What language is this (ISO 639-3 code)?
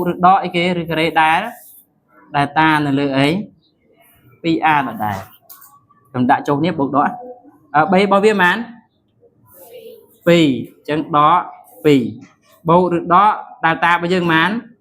khm